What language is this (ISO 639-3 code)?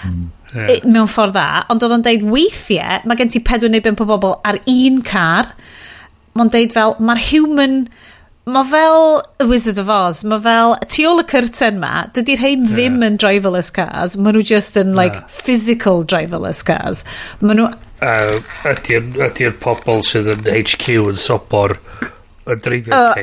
cym